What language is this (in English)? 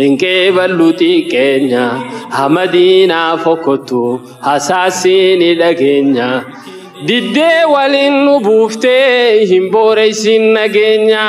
Oromo